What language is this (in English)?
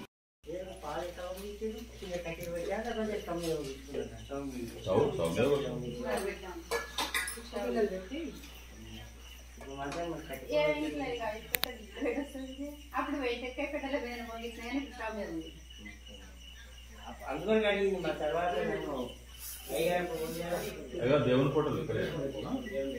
Telugu